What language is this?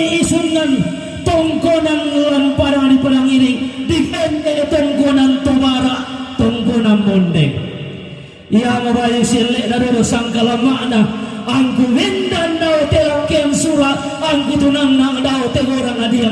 Toraja-Sa'dan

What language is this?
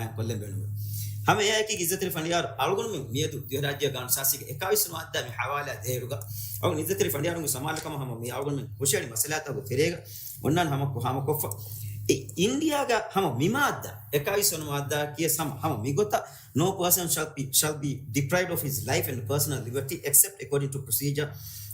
Divehi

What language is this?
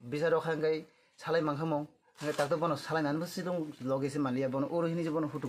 Kok Borok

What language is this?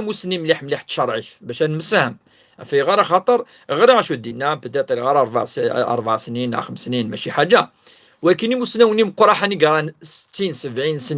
Kabyle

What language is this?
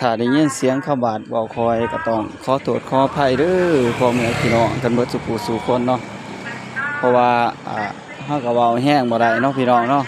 Northeastern Thai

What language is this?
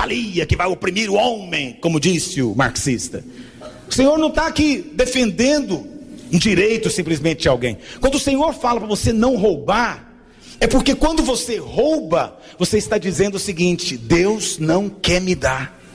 Portuguese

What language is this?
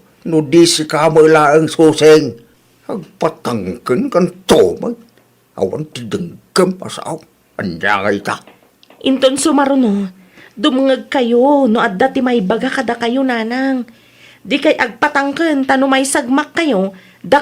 Iloko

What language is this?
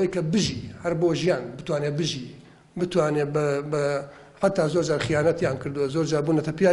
Central Kurdish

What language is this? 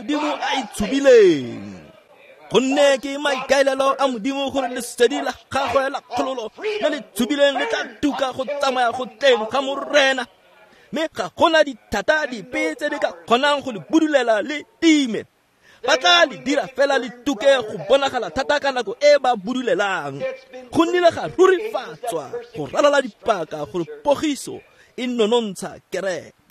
Tswana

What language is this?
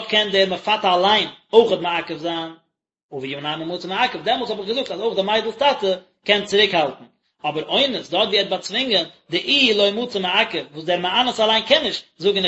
Yiddish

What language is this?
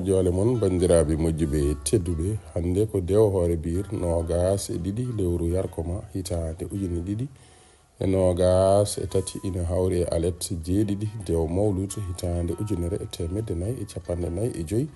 Fula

